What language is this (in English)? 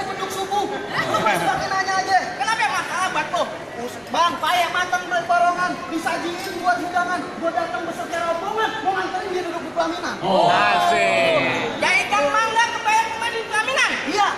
Betawi